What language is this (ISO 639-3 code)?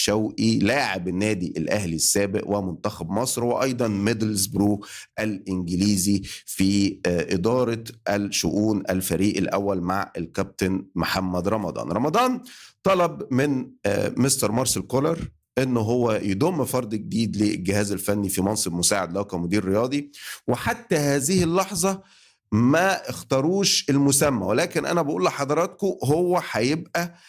arz